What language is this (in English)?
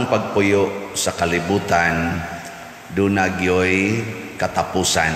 Cebuano